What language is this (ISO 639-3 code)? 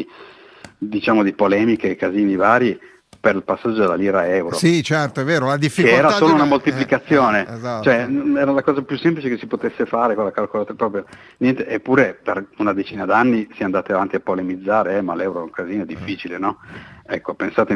ita